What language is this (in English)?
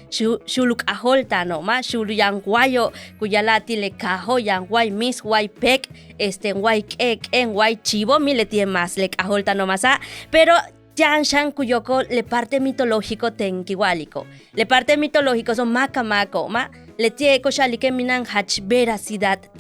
Yucateco